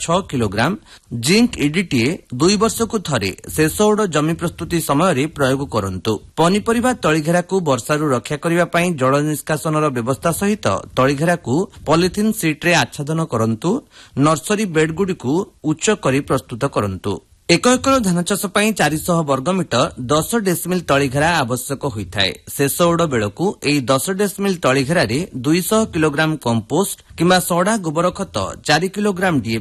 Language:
Odia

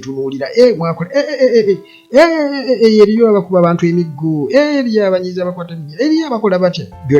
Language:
Ganda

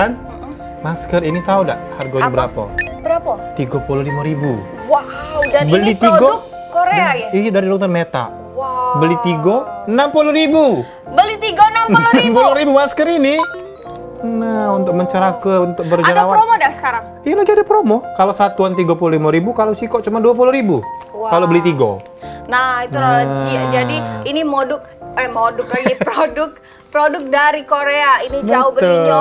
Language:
Musi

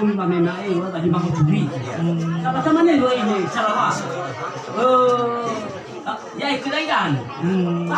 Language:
Nias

